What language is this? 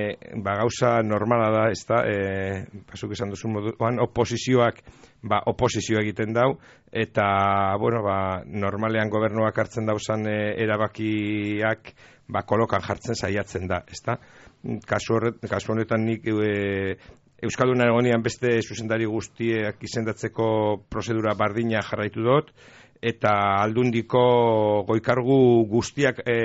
Basque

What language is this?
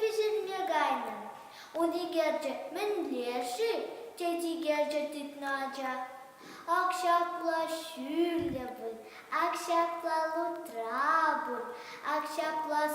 Chuvash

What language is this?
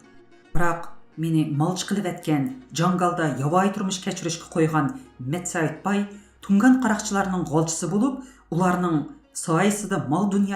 Uyghur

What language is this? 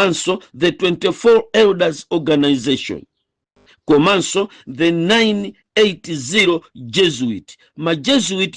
Nyanja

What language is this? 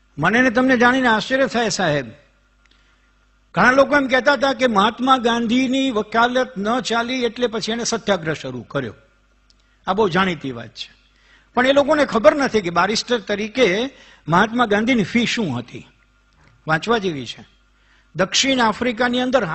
Gujarati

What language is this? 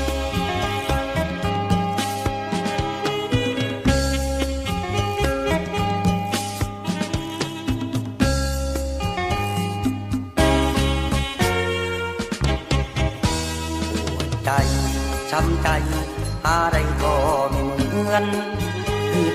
Thai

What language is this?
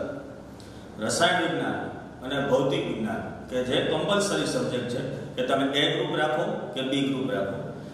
Gujarati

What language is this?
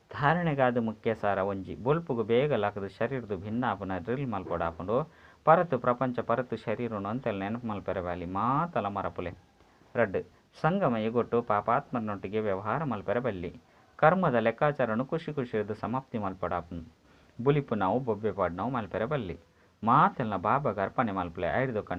Tulu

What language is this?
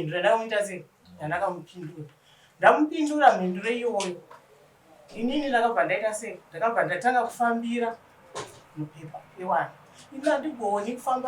Shona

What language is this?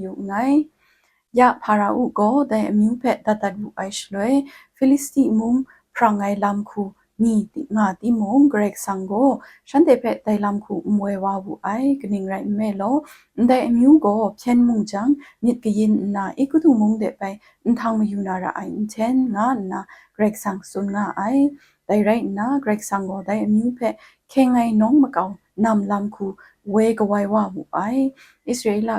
Kachin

